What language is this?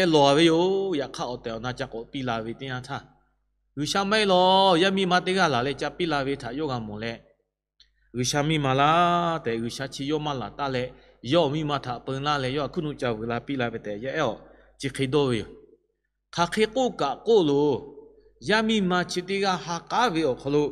Lahu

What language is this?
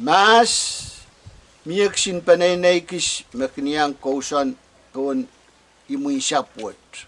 Pohnpeian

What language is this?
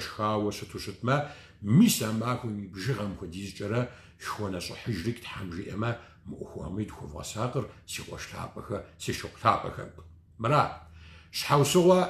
Kabardian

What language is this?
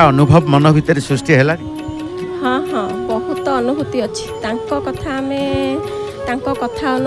Odia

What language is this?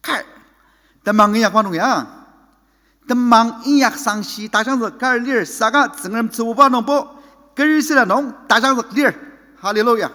Ao Naga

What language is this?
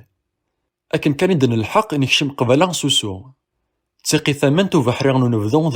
Kabyle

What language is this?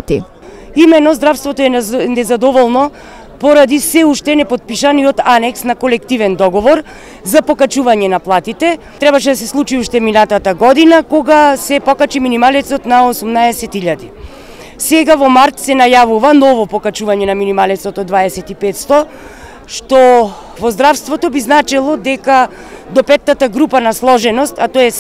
Macedonian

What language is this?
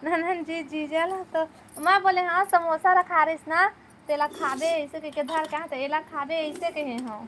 Chhattisgarhi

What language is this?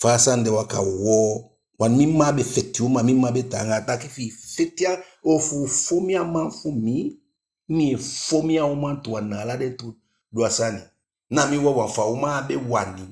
Eastern Maroon Creole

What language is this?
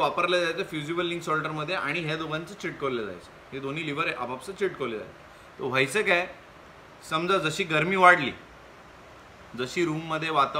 Marathi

